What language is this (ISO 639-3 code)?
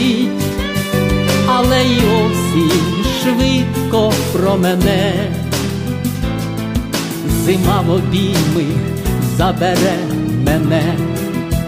ukr